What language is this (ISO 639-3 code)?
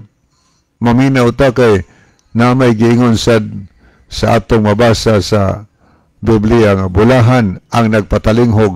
ceb